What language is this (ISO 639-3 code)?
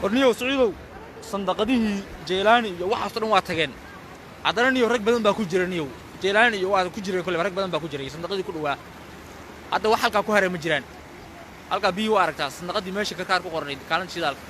som